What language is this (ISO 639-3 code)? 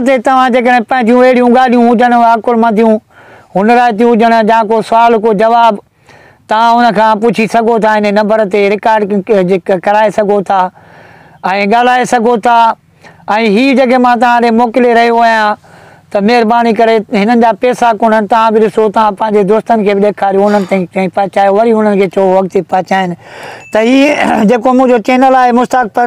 snd